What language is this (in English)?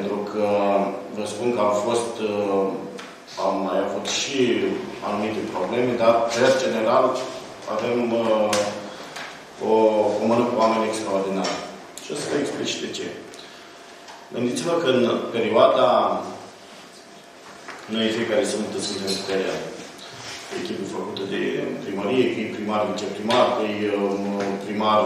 Romanian